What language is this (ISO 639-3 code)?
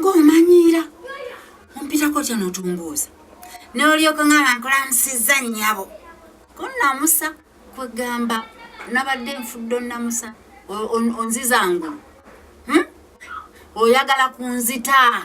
lug